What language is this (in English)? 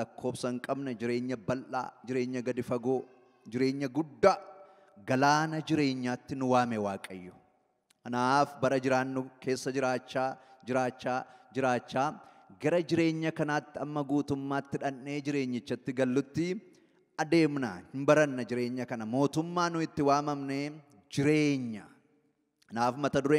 Oromo